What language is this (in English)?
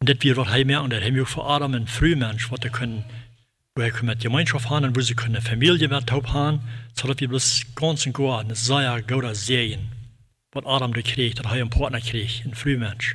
Plautdietsch